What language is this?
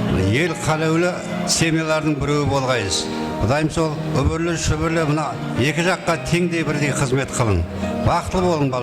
Kara-Kalpak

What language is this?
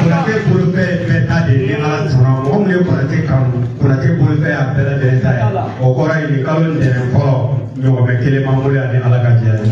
Bambara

